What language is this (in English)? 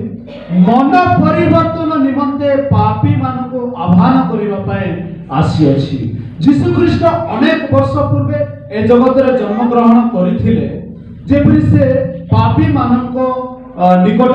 Odia